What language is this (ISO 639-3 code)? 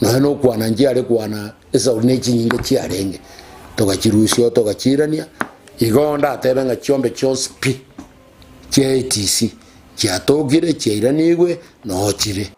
guz